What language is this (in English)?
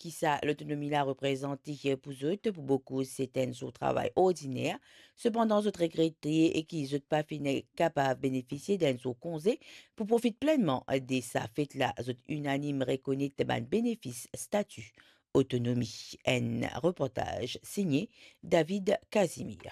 Morisyen